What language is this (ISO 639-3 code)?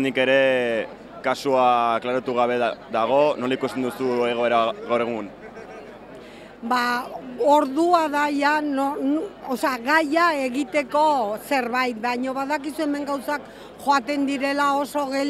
eus